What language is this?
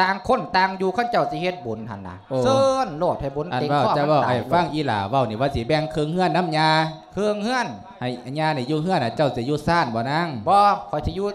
Lao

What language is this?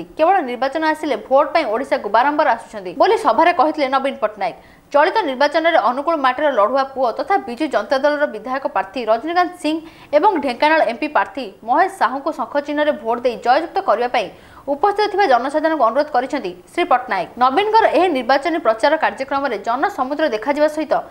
Odia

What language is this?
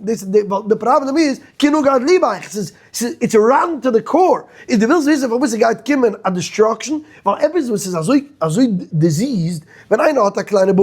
Yiddish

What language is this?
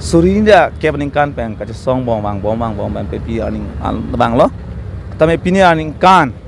Karbi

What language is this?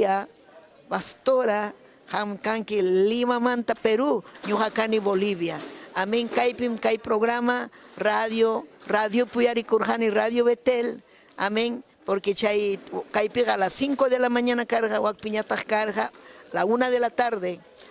Ayacucho Quechua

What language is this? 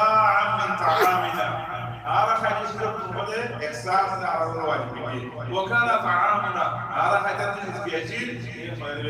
Rohingya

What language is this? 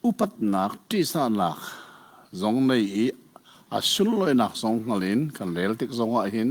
Hakha Chin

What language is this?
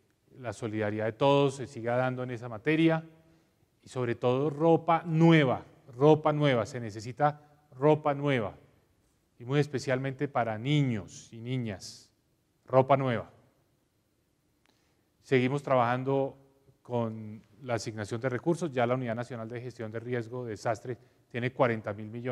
Spanish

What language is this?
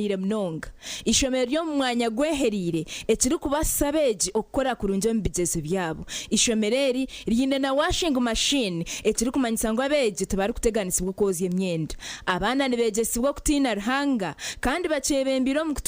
Nyankole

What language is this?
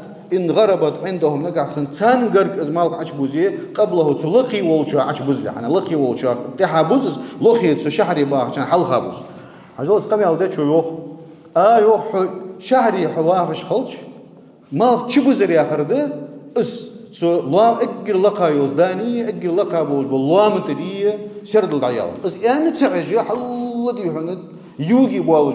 Ingush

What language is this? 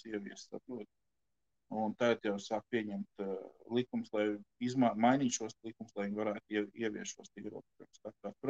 Latvian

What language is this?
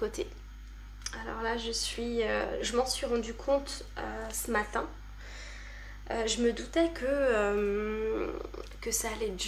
French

